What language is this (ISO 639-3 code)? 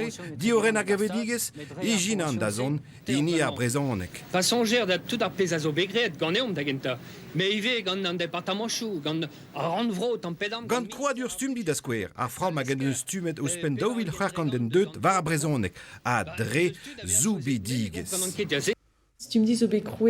bre